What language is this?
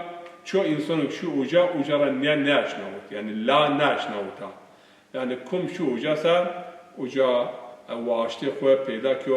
Zaza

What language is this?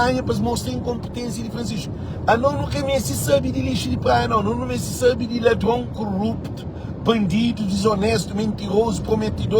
Kabuverdianu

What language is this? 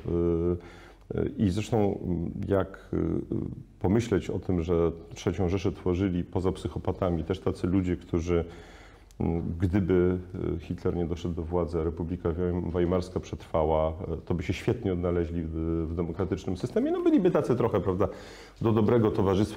Polish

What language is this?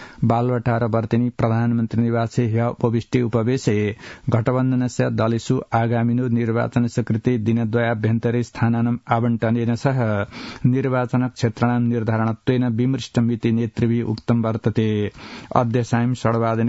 Sanskrit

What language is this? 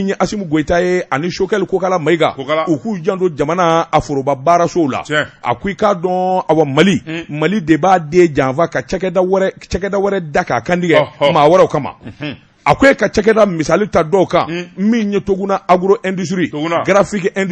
Bambara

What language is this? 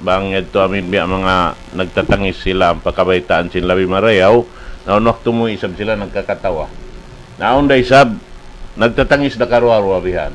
Tausug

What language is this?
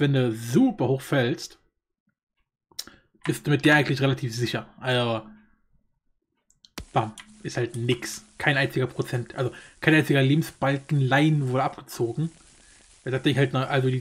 German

